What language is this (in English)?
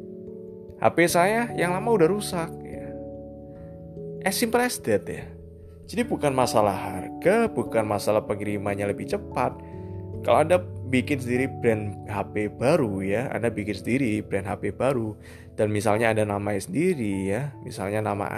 Indonesian